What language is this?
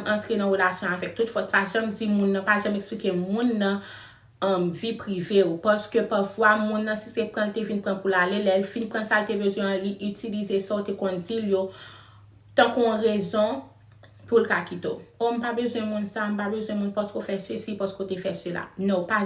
Haitian Creole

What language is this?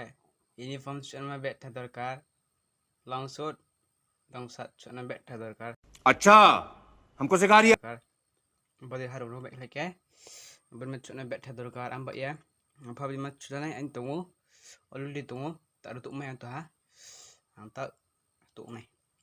Riang (India)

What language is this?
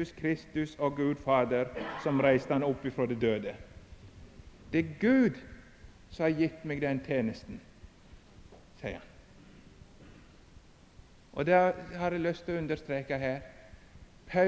Norwegian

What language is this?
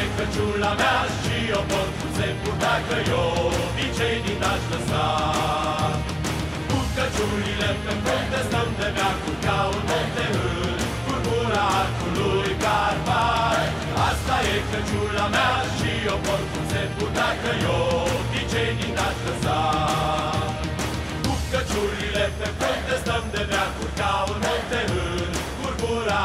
Romanian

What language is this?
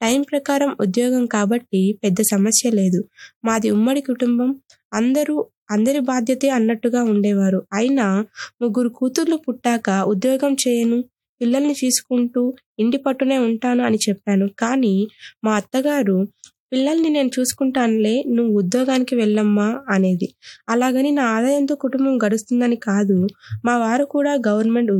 Telugu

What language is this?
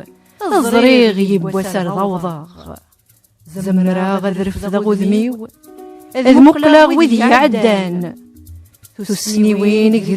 Kabyle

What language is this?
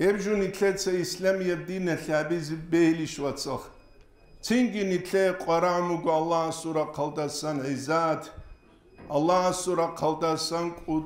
Avaric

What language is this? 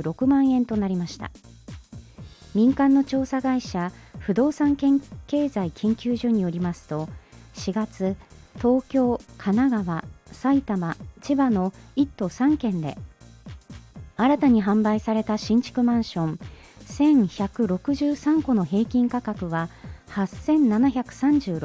Japanese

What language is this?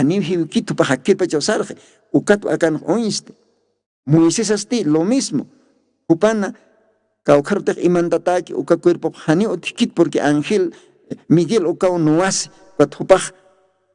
Aymara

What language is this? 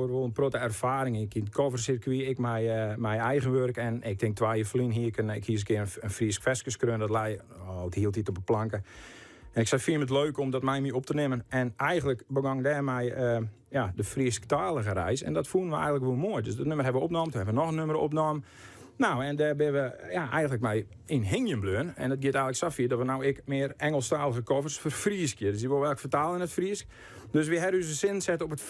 Western Frisian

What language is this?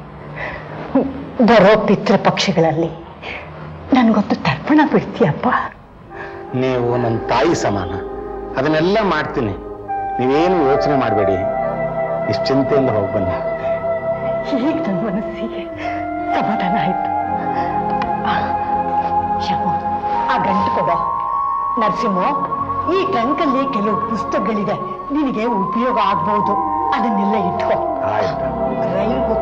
Kannada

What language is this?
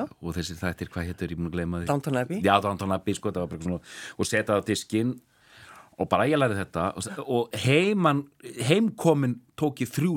Icelandic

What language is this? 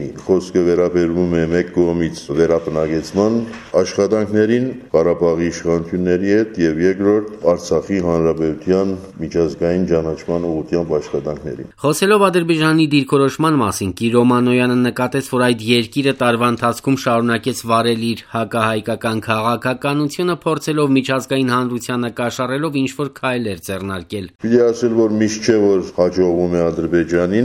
Armenian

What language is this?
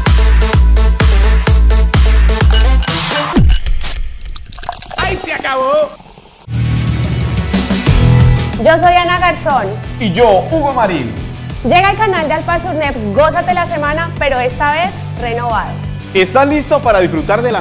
Spanish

